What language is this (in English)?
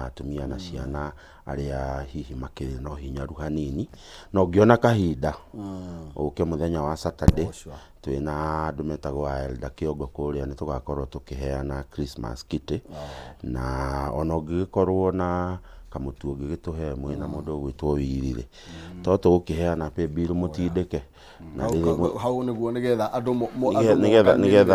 Kikuyu